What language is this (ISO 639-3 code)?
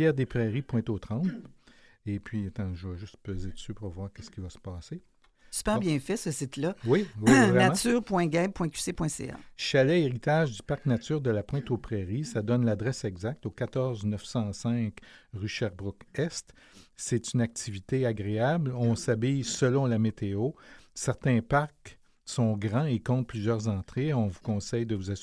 fra